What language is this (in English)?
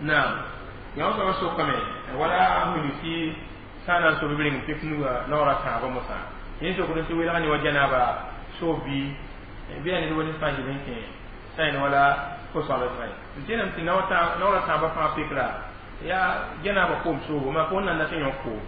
Mossi